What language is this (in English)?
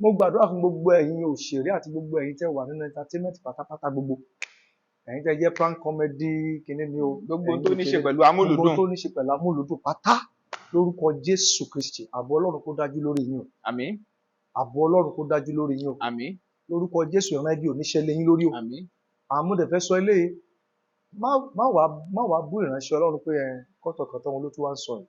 Yoruba